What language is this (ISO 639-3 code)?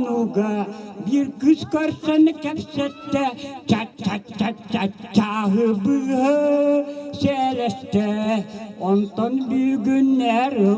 sah